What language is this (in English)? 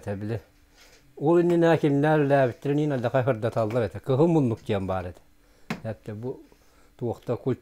Yakut